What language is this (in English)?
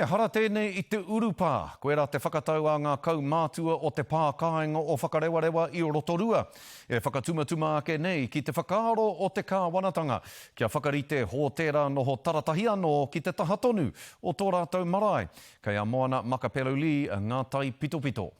Māori